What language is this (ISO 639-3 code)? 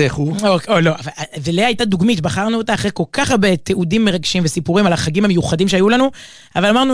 heb